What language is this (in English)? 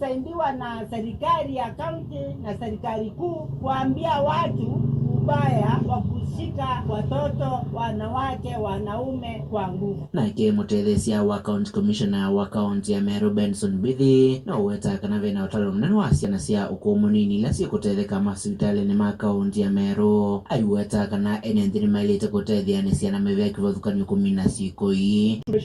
Kamba